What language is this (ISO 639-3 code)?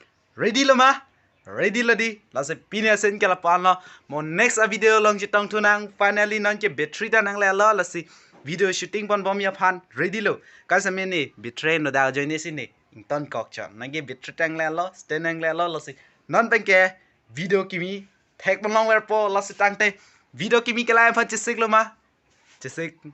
mjw